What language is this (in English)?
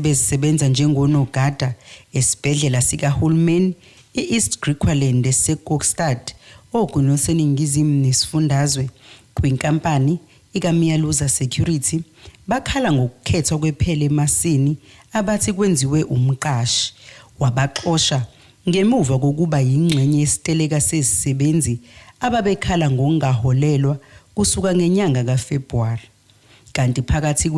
Zulu